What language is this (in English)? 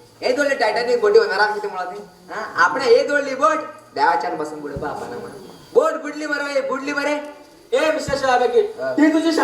Konkani